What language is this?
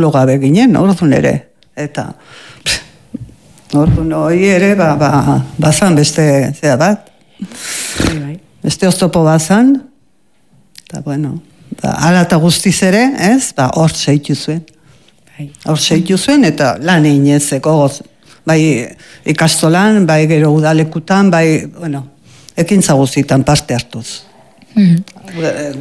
Basque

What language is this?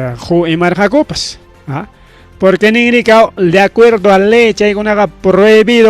Ayacucho Quechua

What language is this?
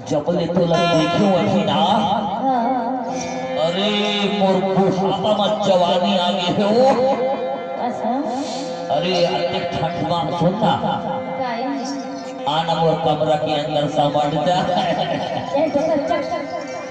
Chhattisgarhi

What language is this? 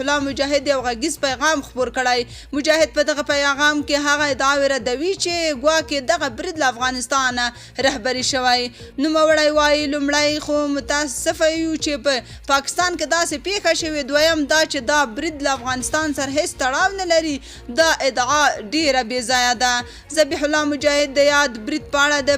Pashto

